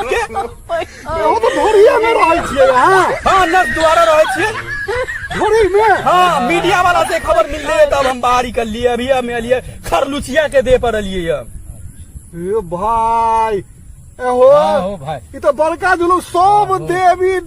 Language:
Maithili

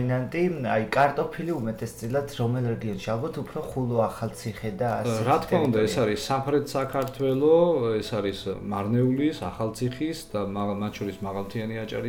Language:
Georgian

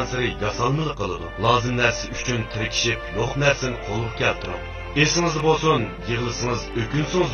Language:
Uyghur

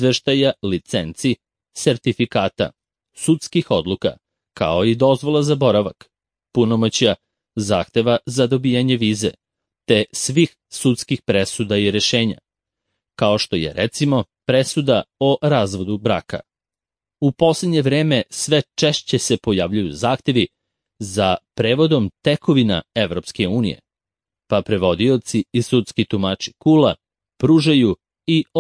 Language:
Serbian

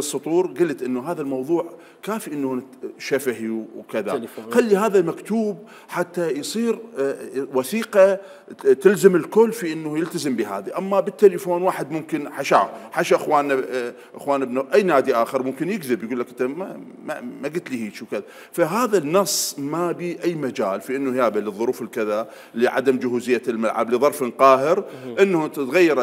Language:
Mesopotamian Arabic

